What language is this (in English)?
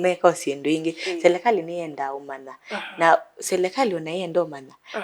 Kamba